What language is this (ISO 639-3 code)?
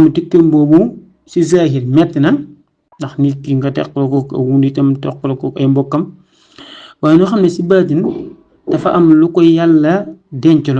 wol